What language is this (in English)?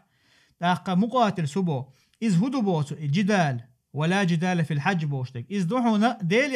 Chechen